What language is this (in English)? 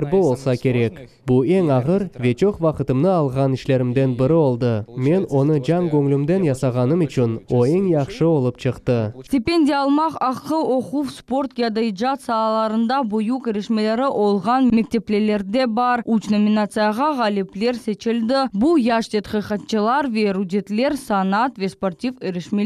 Crimean Tatar